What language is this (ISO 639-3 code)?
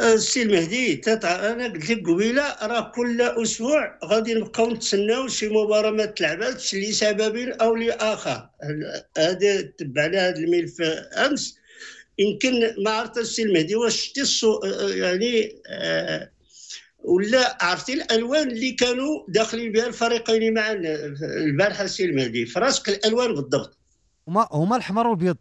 ary